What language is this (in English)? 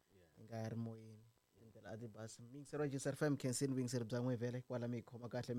Tsonga